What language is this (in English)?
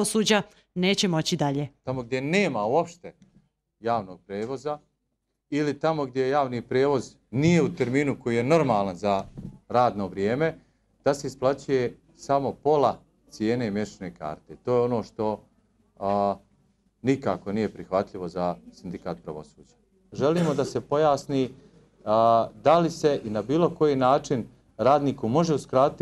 Bosnian